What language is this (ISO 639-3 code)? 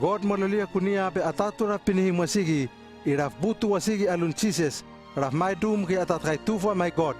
lml